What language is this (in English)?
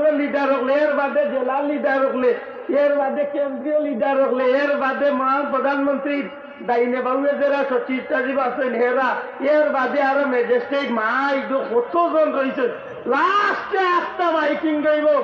Sylheti